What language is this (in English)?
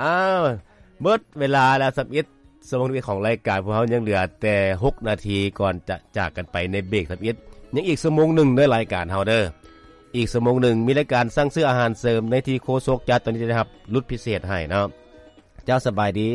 Lao